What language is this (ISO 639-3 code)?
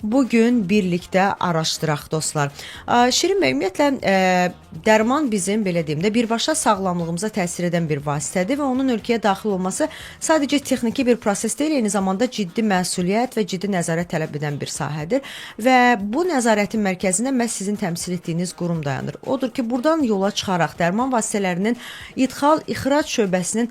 aze